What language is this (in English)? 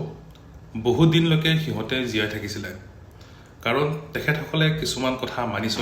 Assamese